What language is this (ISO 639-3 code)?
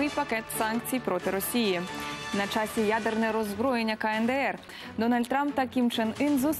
ukr